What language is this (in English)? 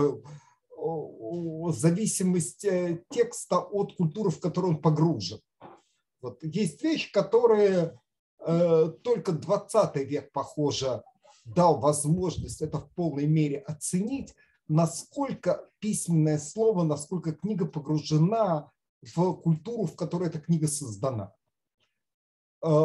Russian